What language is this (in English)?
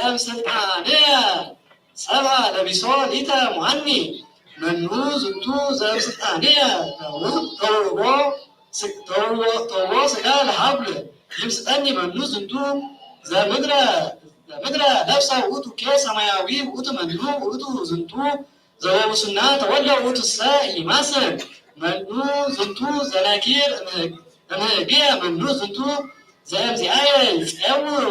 Geez